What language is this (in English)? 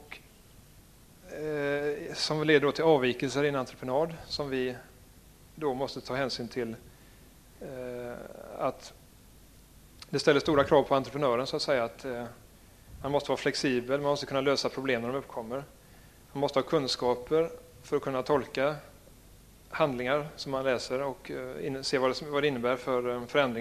Swedish